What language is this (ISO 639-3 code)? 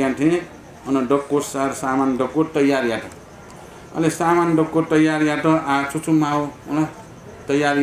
new